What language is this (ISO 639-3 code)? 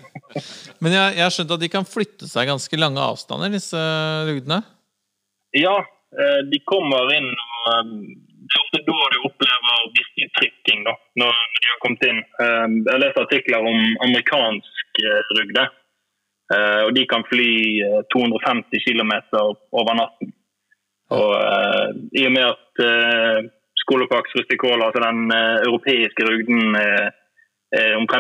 nor